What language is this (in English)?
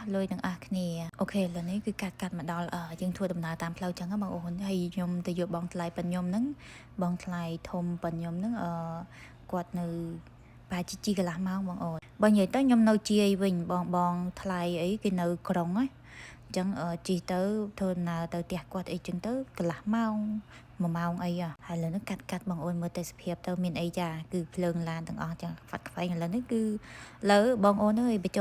Khmer